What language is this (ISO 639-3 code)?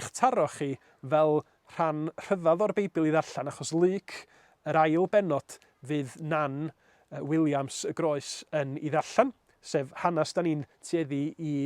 cym